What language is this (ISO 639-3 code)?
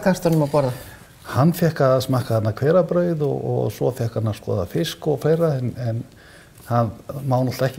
isl